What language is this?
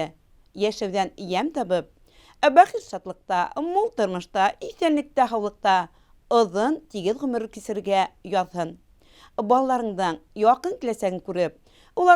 Bashkir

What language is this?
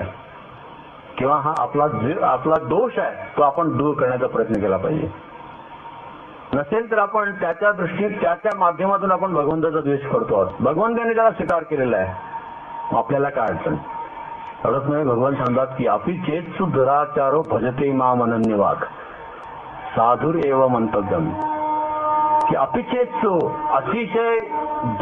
Marathi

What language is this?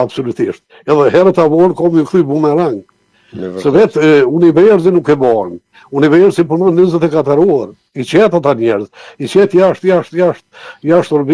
Albanian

